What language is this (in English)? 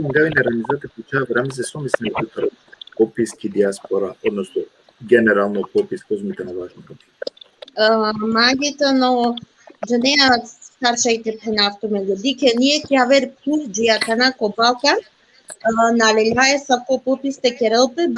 Balkan Romani